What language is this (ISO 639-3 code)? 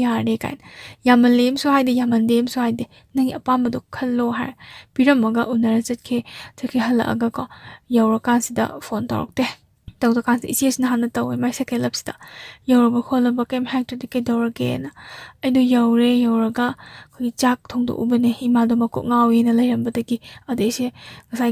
mni